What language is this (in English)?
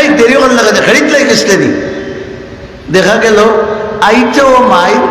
Sylheti